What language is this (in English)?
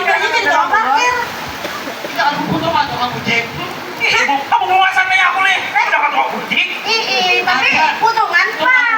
Banjar